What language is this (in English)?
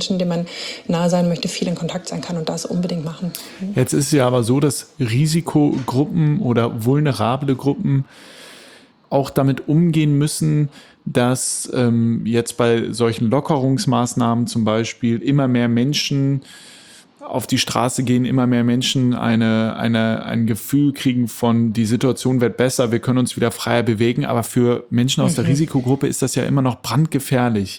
German